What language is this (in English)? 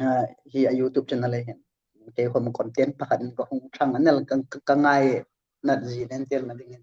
Hmar